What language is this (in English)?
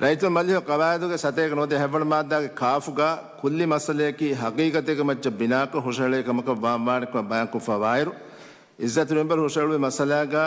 Divehi